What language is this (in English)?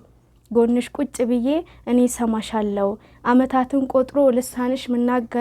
Amharic